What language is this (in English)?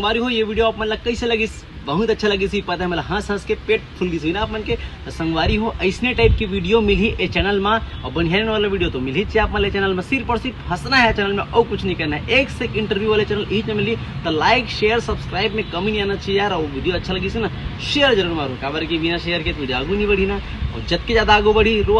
Chhattisgarhi